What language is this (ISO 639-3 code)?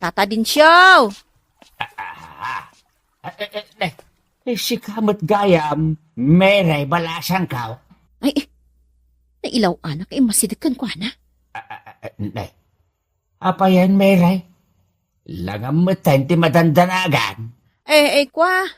ilo